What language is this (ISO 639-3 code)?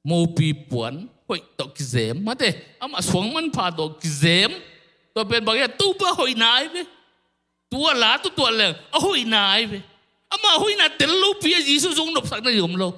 ctd